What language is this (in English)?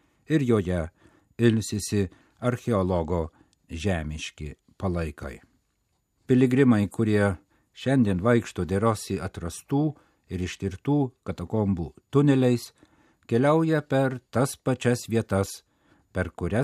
Lithuanian